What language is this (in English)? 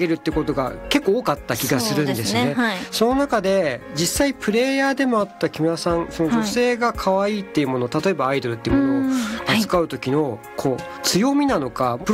Japanese